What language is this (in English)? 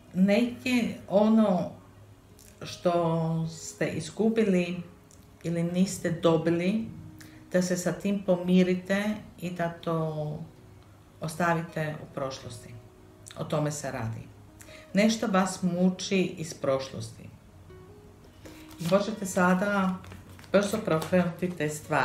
Croatian